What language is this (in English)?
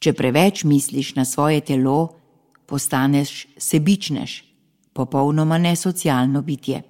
Slovenian